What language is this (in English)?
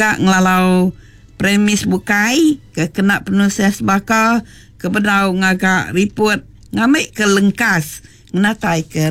Iban